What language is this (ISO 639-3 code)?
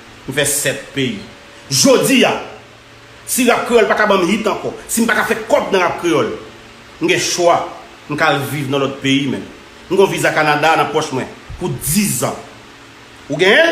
hat